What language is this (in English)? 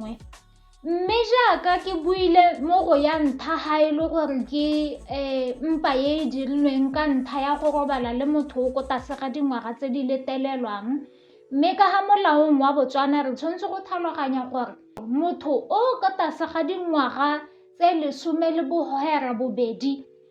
Tswana